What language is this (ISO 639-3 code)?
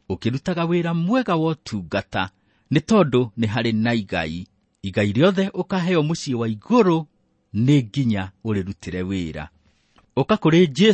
kik